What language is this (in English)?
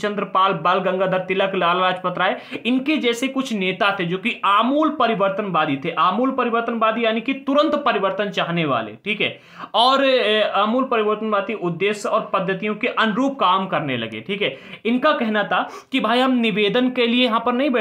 Hindi